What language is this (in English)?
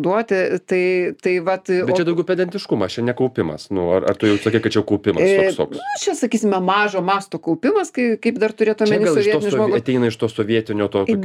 Lithuanian